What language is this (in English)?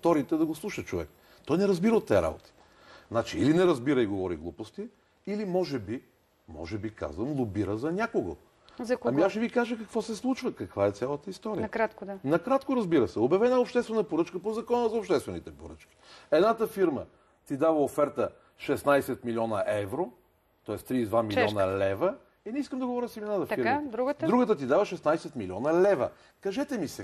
Bulgarian